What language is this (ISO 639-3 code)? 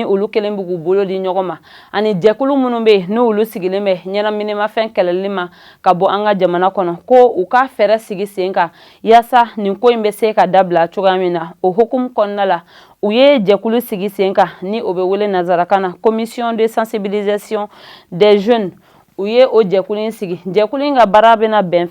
bam